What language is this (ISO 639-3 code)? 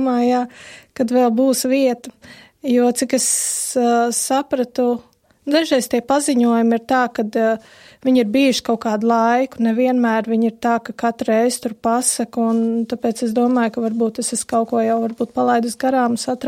lav